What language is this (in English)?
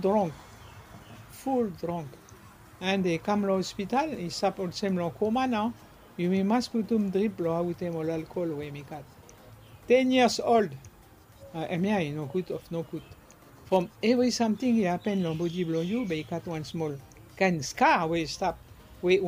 Bislama